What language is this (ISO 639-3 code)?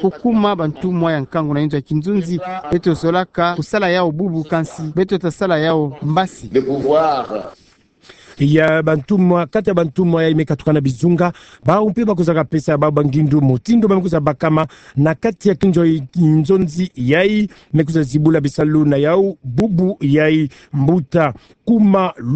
ktu